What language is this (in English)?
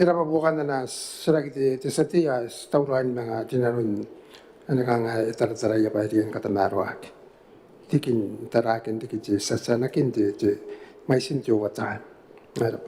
Gilbertese